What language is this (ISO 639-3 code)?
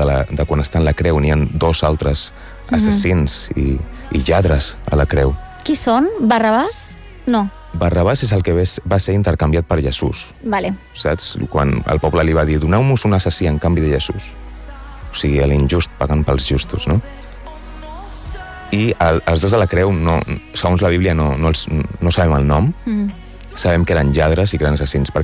cat